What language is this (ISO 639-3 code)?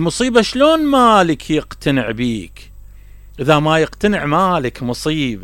acm